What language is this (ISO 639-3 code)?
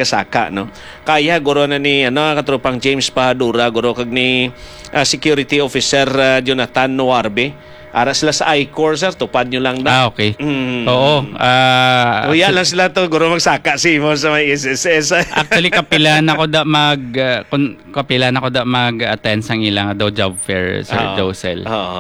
hil